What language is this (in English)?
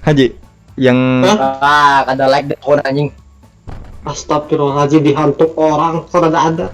Banjar